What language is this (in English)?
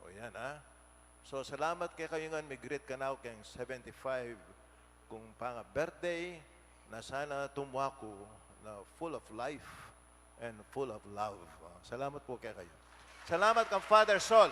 Pampanga